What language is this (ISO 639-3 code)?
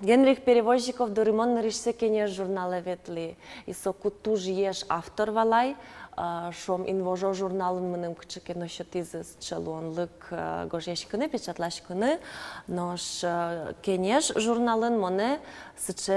udm